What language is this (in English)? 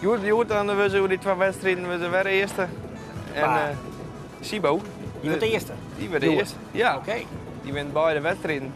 Western Frisian